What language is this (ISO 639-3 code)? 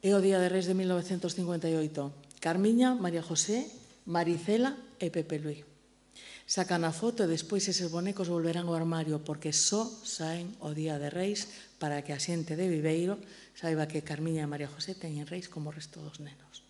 glg